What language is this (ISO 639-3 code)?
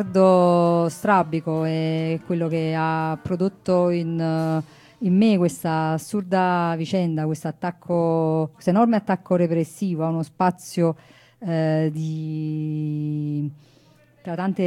ita